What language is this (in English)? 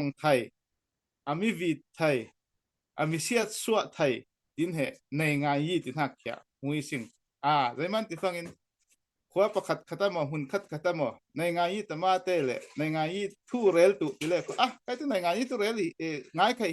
Falam Chin